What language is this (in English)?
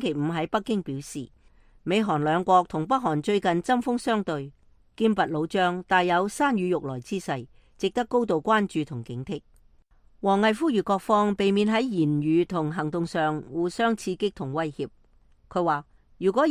Cantonese